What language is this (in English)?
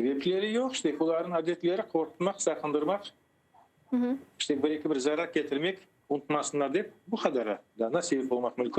Crimean Tatar